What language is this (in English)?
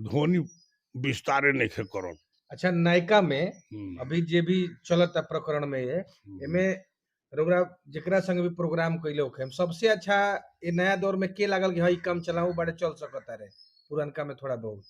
Bhojpuri